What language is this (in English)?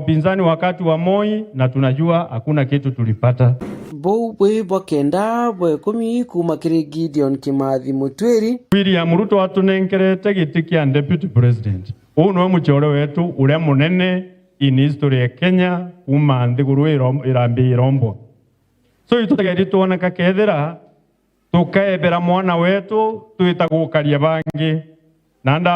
Meru